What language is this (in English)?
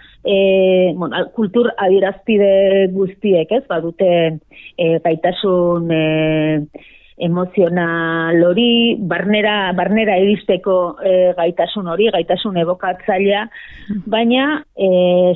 Basque